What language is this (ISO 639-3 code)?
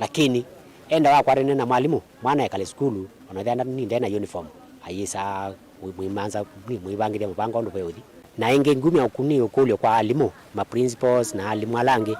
kam